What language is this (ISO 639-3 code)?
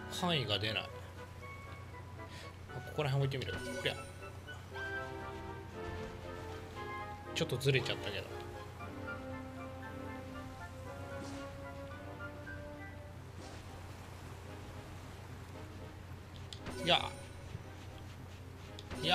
jpn